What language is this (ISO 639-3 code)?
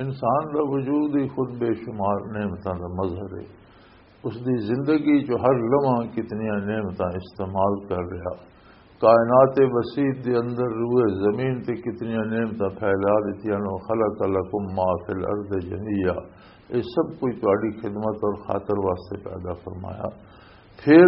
lah